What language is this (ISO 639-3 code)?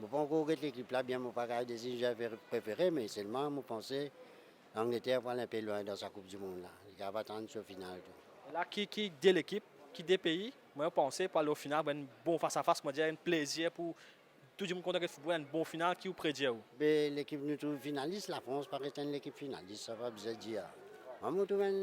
mfe